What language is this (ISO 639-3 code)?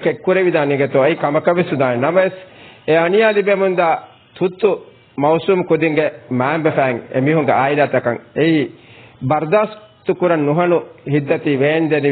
div